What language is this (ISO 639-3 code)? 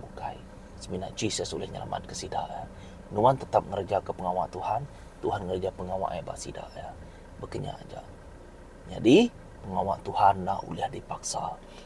iba